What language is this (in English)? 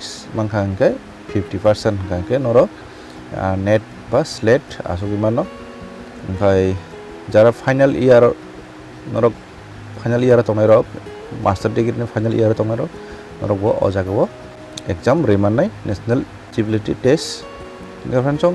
Kok Borok